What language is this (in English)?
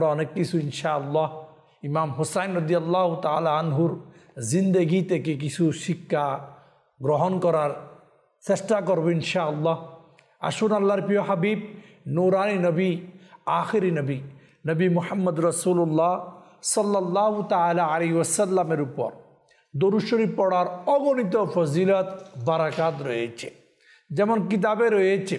Bangla